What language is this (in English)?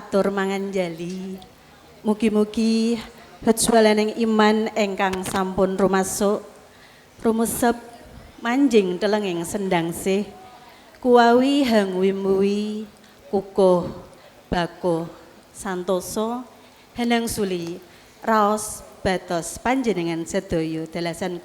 Javanese